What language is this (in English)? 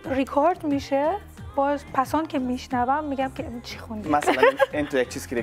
Persian